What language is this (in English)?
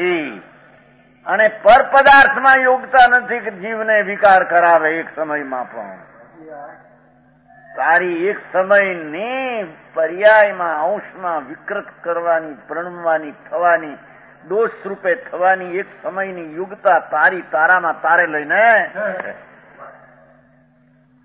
Gujarati